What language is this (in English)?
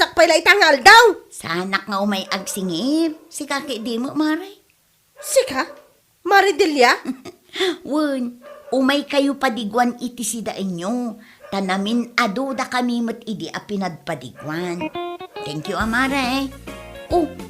Iloko